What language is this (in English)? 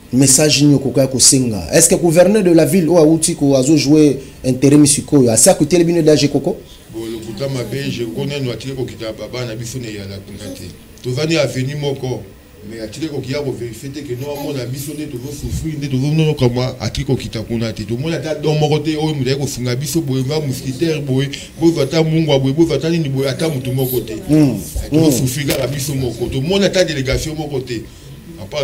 Lingala